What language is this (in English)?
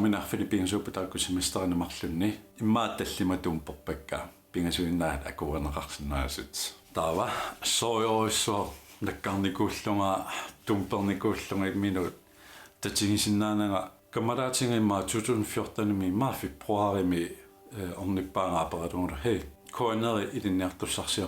Kalaallisut